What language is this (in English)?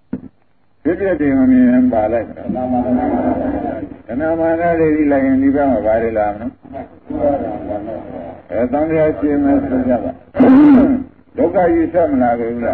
Burmese